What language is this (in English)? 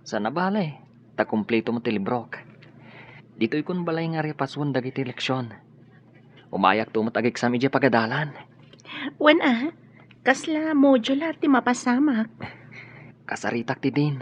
Iloko